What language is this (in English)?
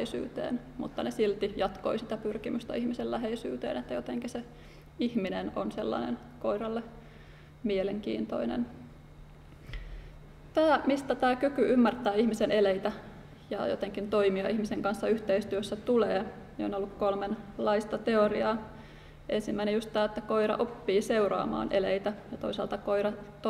Finnish